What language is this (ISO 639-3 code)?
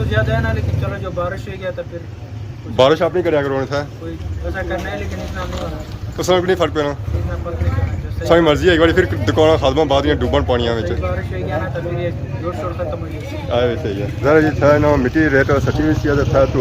phr